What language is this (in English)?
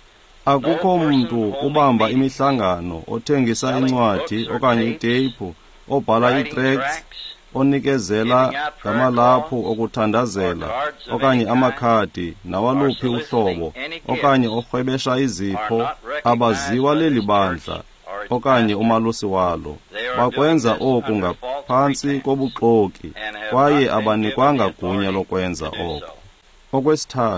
Xhosa